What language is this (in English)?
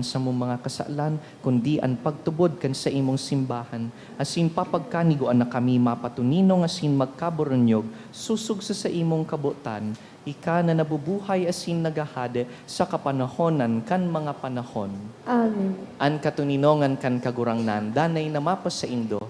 Bikol